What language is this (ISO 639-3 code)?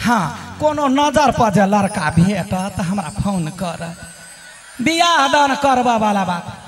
mai